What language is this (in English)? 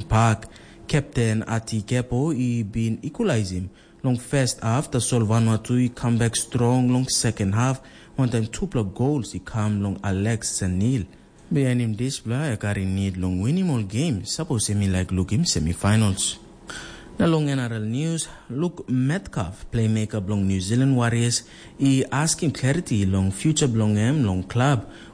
Tok Pisin